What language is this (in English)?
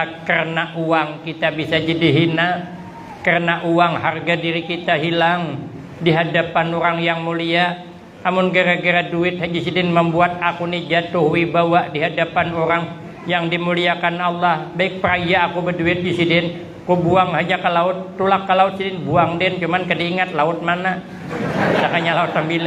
Banjar